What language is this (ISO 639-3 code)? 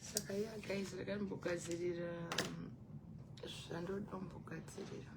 sna